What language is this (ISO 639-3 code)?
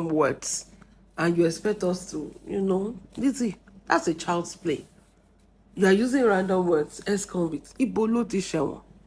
yor